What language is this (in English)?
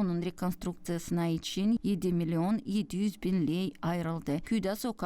Gagauz